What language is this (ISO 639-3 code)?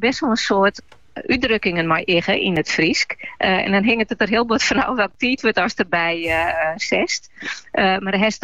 nld